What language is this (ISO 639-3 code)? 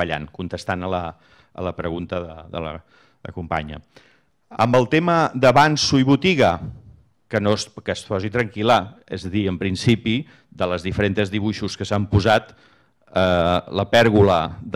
cat